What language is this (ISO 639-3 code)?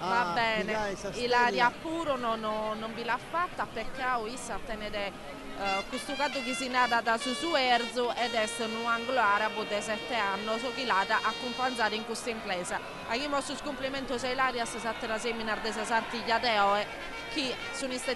srd